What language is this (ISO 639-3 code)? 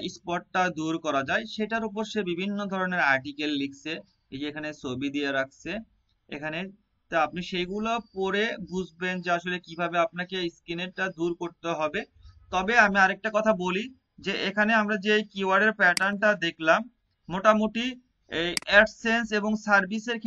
ben